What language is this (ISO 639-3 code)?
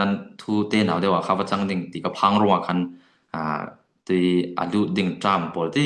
cfm